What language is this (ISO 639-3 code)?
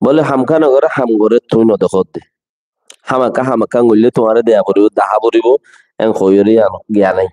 rhg